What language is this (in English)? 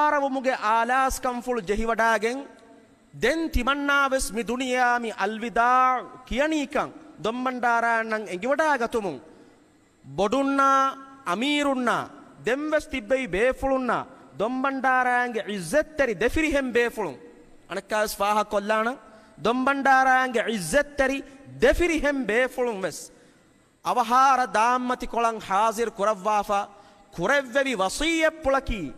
Divehi